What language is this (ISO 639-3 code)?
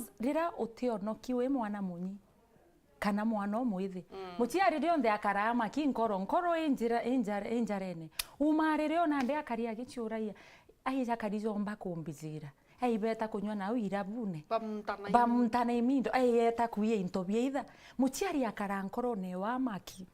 mer